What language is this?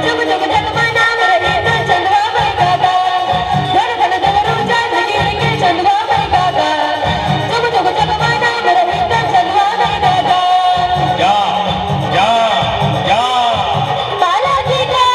Chhattisgarhi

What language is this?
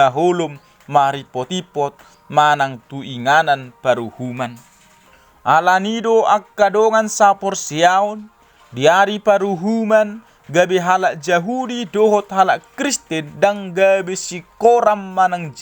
Batak Toba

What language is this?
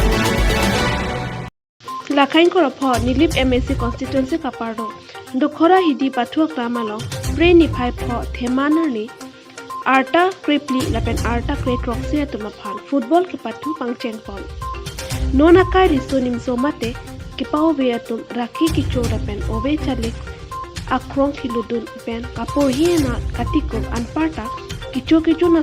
Karbi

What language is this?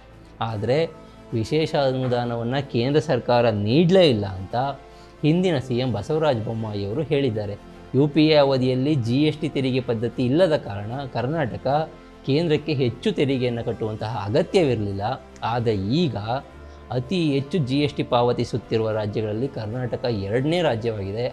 Kannada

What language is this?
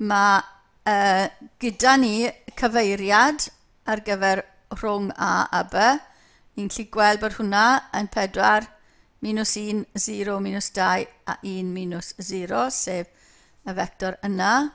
Welsh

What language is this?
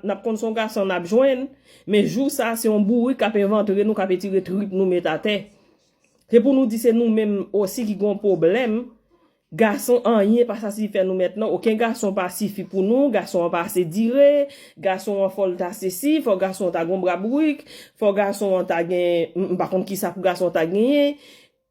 Haitian Creole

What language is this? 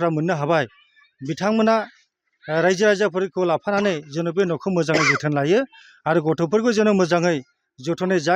Bodo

